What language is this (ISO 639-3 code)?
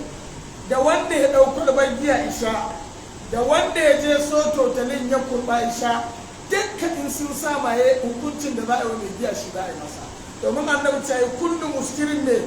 hau